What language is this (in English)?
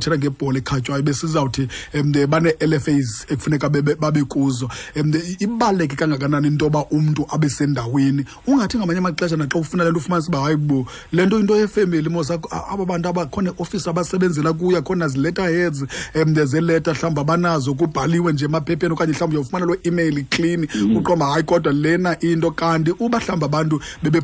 Xhosa